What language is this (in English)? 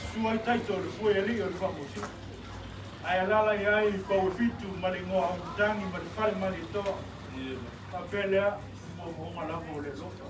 Samoan